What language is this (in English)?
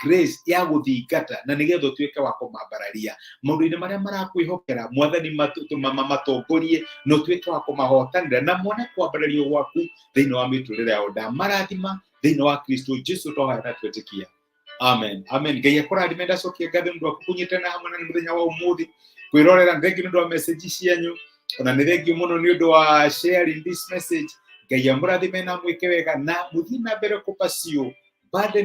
Kikuyu